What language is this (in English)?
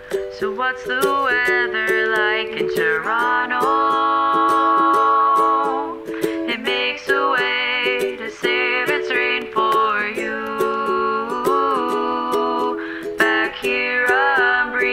English